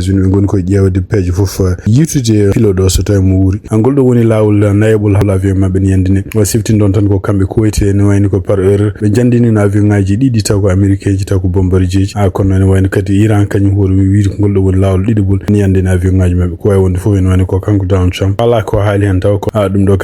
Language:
Fula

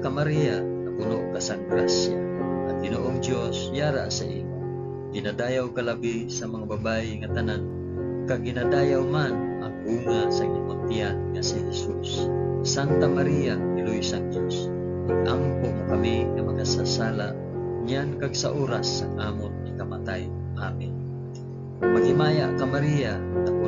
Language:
Hiligaynon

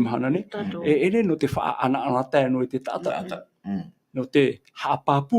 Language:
Tahitian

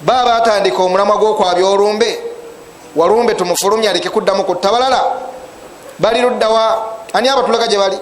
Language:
Ganda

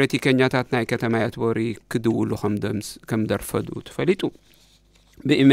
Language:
Tigrinya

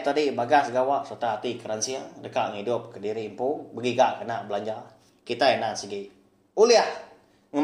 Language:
Iban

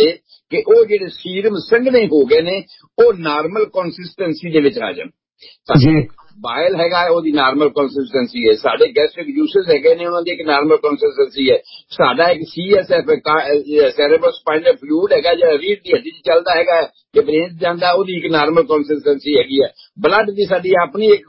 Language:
Punjabi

